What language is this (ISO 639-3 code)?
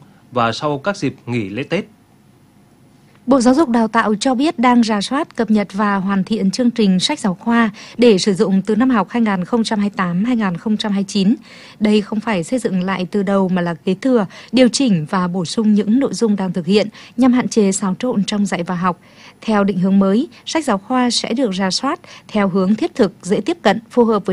vie